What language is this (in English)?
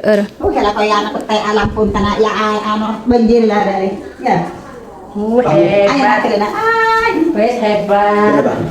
Madurese